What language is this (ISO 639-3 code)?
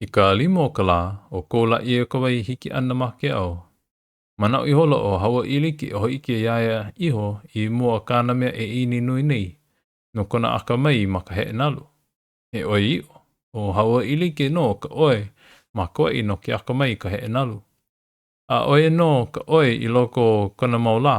haw